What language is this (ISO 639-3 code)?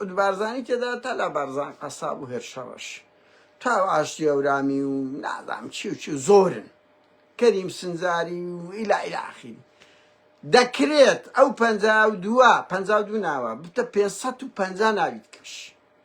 ckb